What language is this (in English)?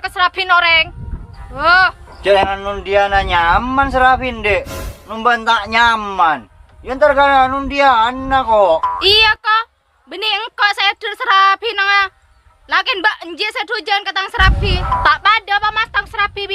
Madurese